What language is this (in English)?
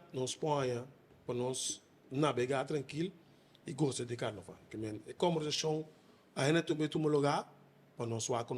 Papiamento